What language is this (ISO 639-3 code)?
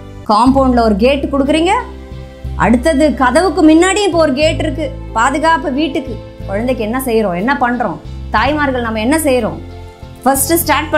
tam